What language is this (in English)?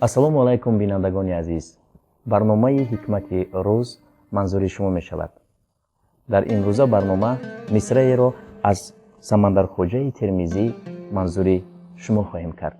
Tajik